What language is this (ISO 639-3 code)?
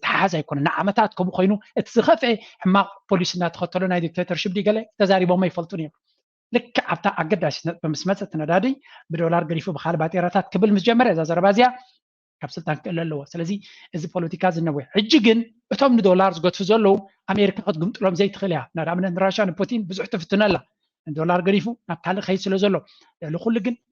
tir